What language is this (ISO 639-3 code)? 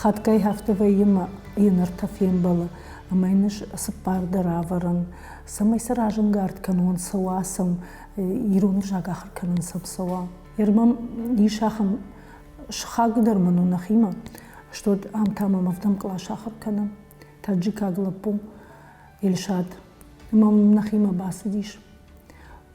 oss